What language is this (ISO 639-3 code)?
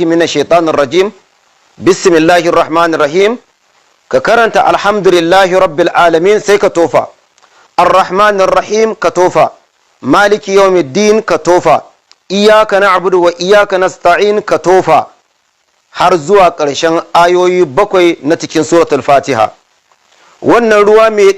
hau